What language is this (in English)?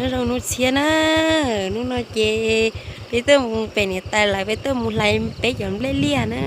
Hmong